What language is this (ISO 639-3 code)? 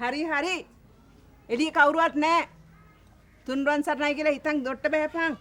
sin